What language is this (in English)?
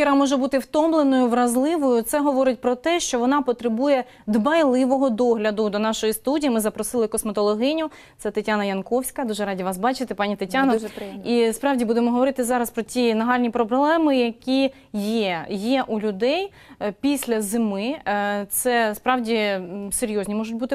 Ukrainian